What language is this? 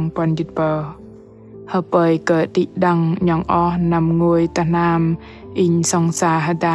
Bahnar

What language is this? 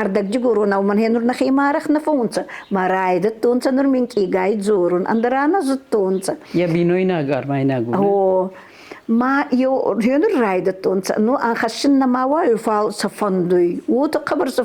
Ossetic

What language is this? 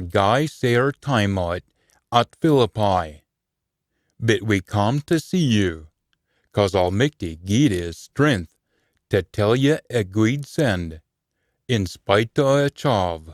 Scots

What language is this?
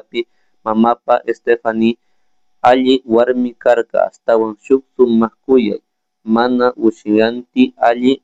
Chimborazo Highland Quichua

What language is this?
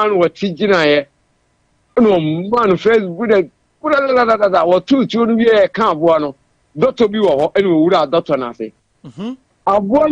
Akan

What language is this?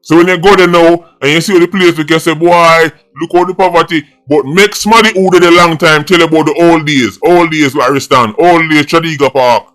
Jamaican Creole English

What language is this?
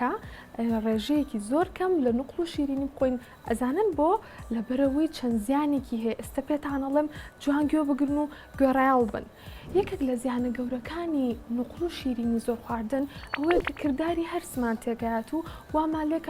Central Kurdish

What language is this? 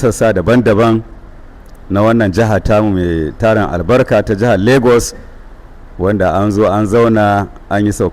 Hausa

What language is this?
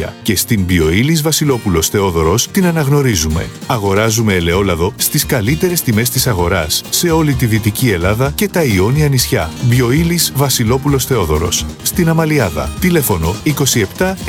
Greek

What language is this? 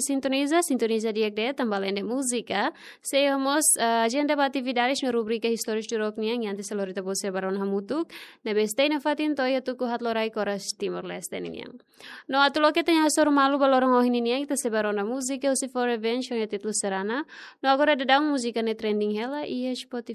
Tetum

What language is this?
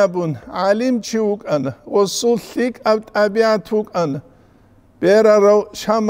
Avaric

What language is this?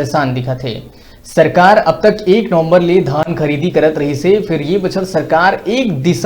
Chhattisgarhi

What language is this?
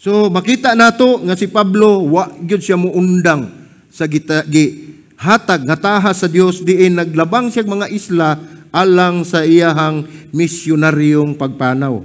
Cebuano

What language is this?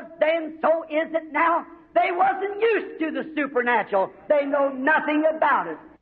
Bemba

